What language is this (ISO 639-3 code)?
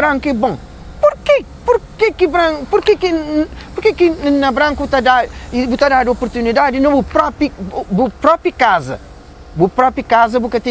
kea